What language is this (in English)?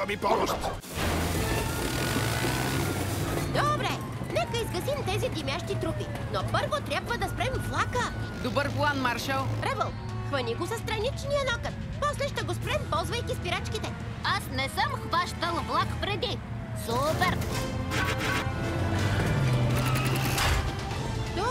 Bulgarian